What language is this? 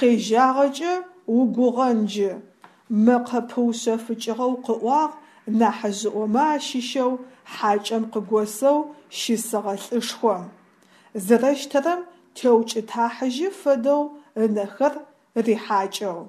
Adyghe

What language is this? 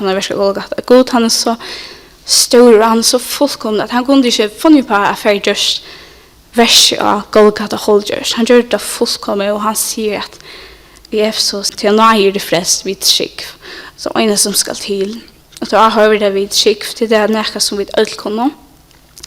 Faroese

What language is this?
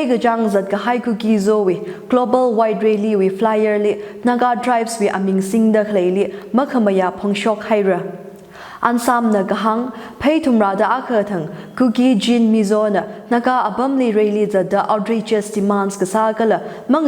Tangkhul Naga (India)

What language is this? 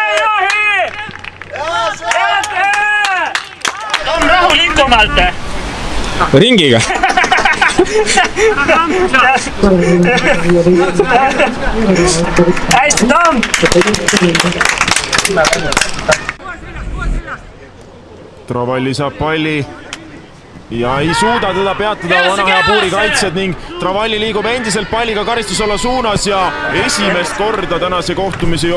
Estonian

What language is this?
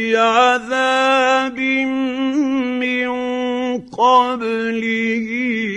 Arabic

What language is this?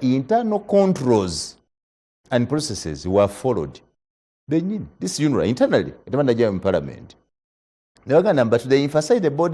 Ganda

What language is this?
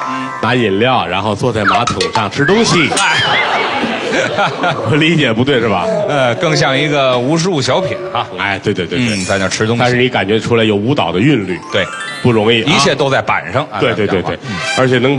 Chinese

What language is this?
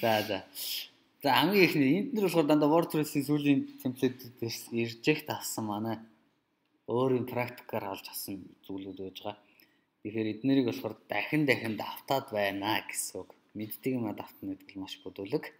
Mongolian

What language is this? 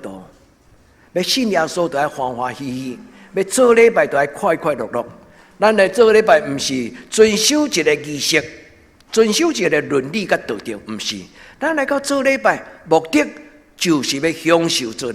Min Nan Chinese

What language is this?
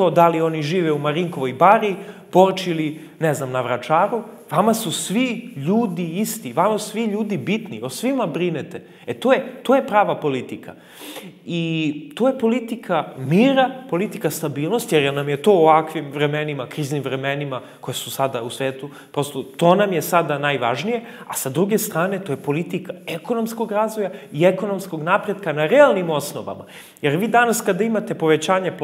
Serbian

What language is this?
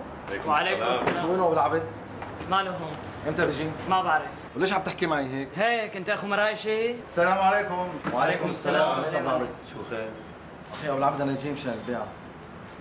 North Levantine Arabic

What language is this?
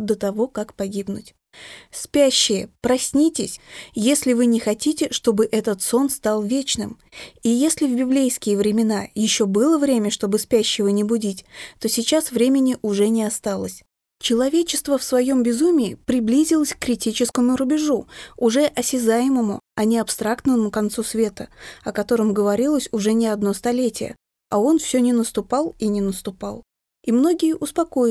Russian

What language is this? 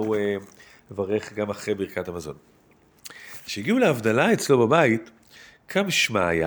Hebrew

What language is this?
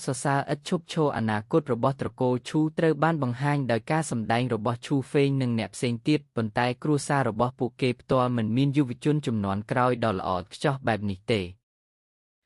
Khmer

